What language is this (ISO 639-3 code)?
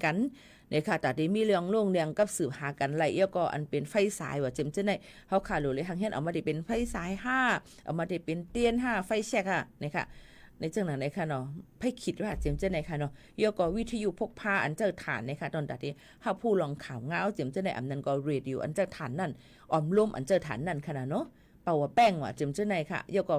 shn